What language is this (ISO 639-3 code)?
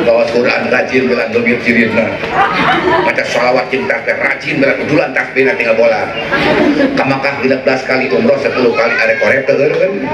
sun